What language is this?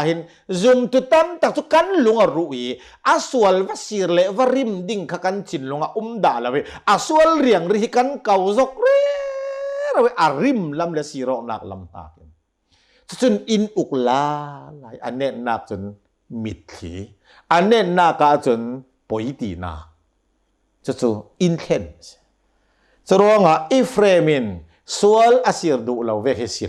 Hakha Chin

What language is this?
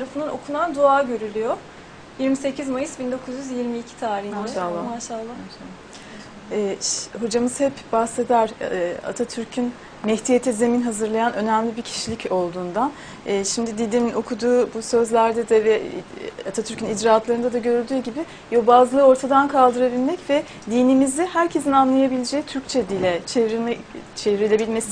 Turkish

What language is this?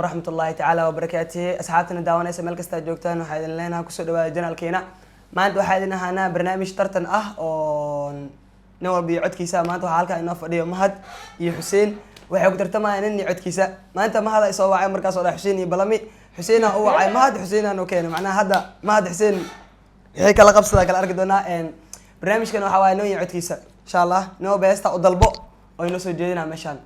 Somali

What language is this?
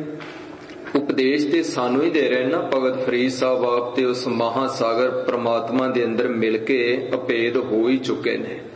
Punjabi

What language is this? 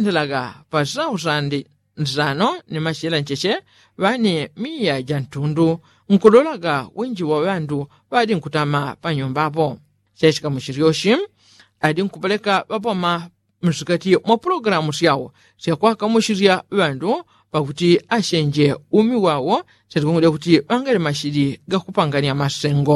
Yao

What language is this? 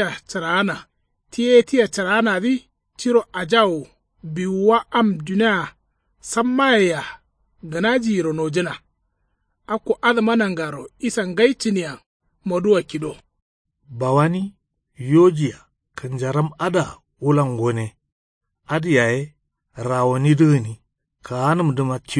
Kanuri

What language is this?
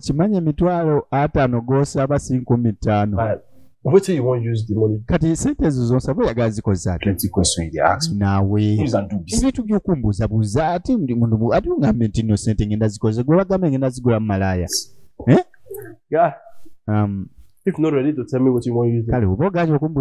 Ganda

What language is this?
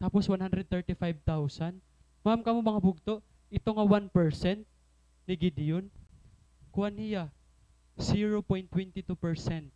Waray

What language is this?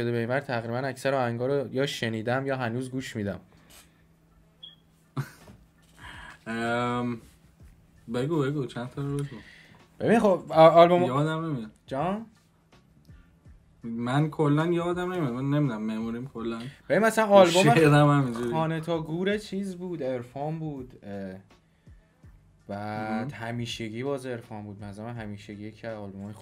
Persian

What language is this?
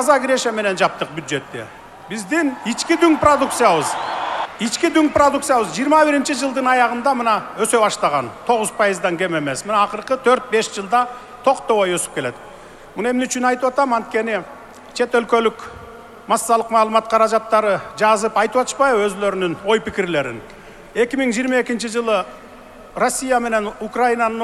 Kyrgyz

